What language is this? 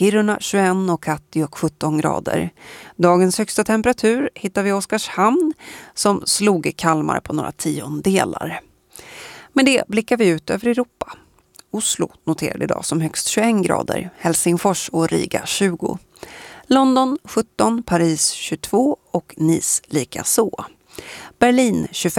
Swedish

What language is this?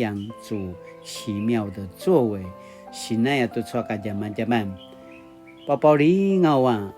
Paiwan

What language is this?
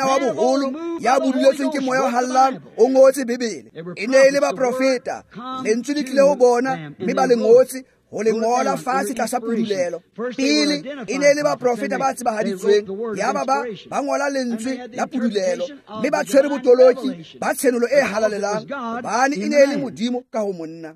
Tswana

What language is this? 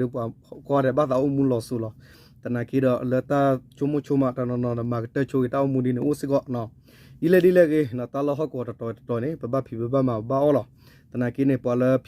S'gaw Karen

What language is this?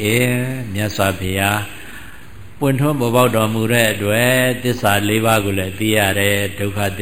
Burmese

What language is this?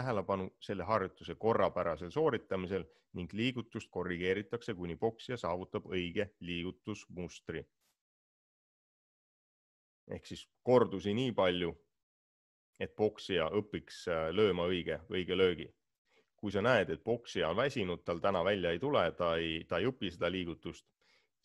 Estonian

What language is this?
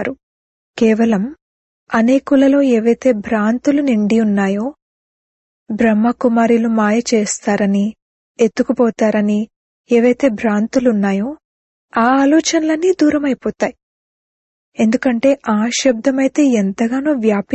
Telugu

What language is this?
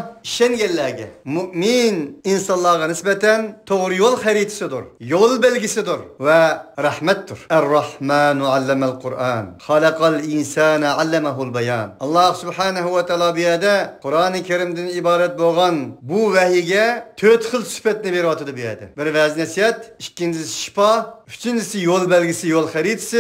Uyghur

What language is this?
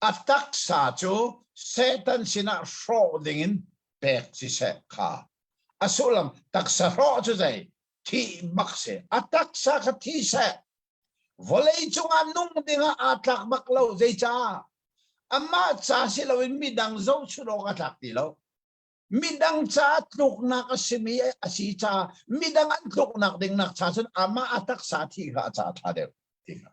Hakha Chin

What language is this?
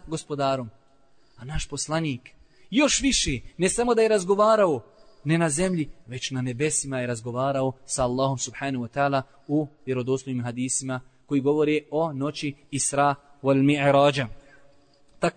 Bosnian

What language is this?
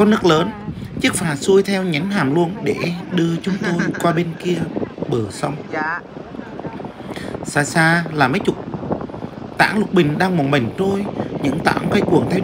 Vietnamese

